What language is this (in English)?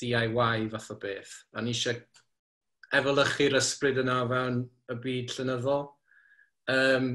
Welsh